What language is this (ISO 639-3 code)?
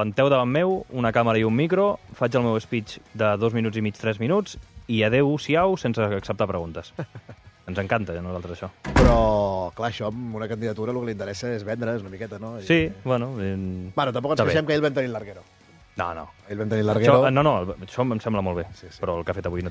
cat